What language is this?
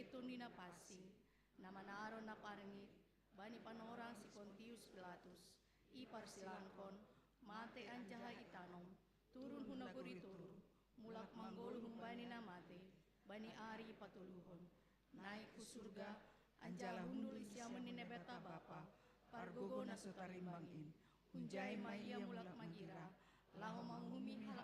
Batak Simalungun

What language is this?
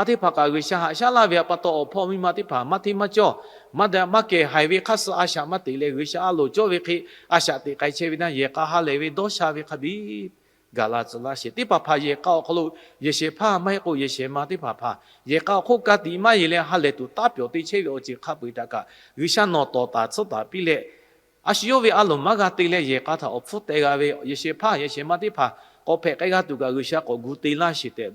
Lahu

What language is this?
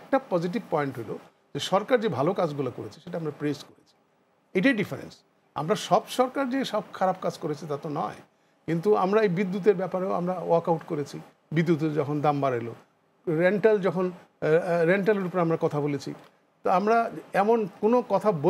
Bangla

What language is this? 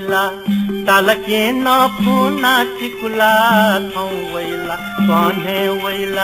Newari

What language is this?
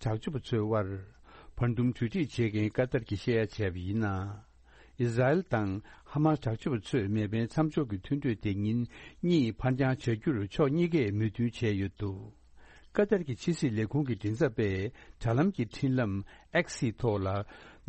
Tibetan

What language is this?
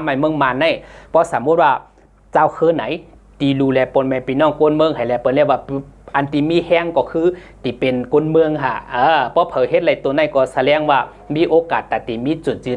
Shan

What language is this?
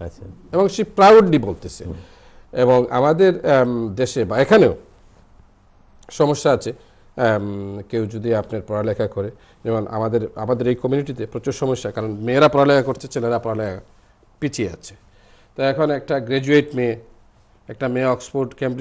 Bangla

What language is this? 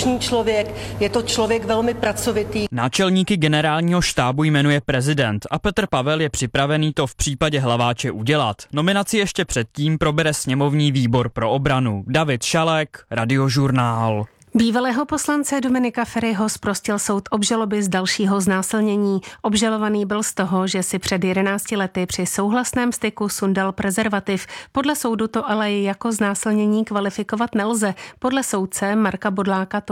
Czech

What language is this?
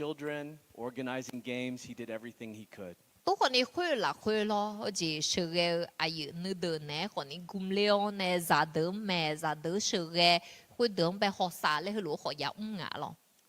Akha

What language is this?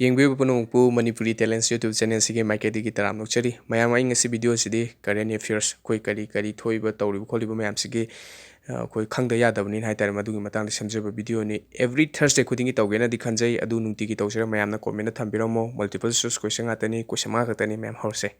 Manipuri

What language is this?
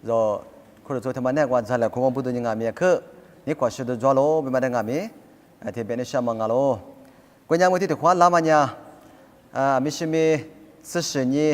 Lisu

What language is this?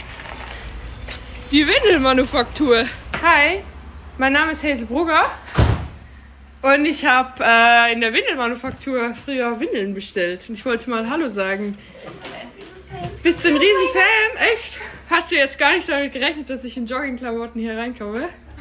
German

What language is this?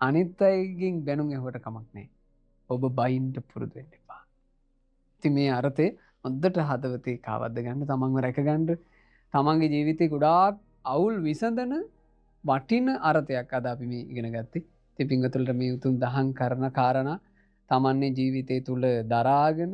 Sinhala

